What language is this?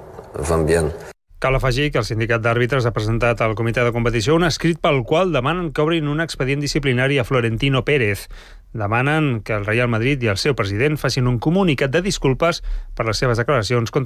Catalan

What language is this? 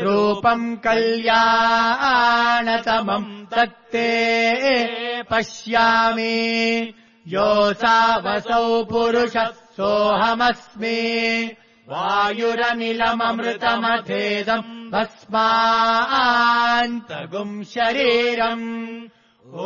Sanskrit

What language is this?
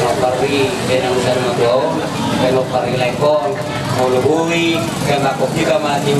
Batak Toba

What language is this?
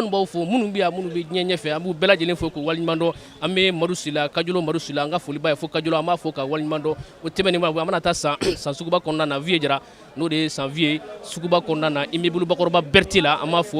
Bambara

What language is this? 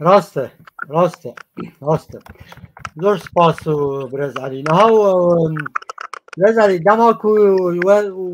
Kurdish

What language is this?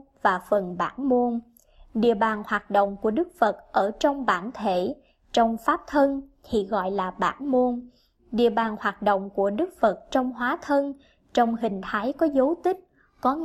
Vietnamese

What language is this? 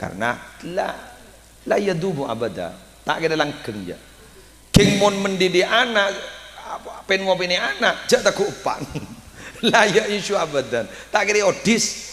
Madurese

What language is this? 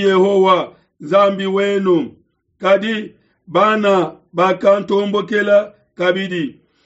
Luba-Lulua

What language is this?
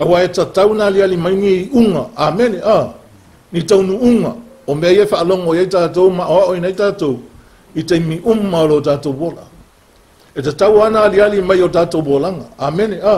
Samoan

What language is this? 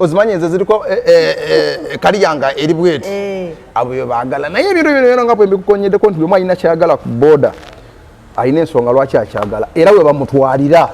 Ganda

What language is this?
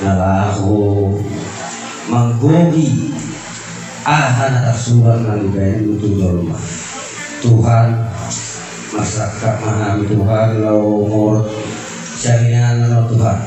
Batak Toba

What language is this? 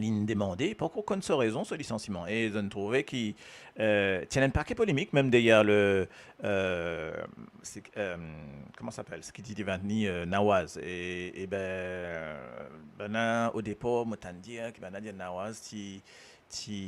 Morisyen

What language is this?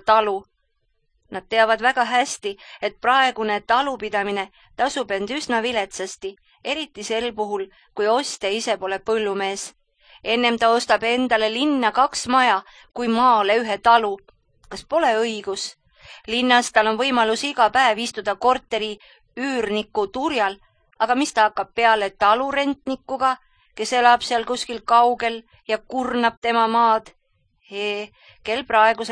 Estonian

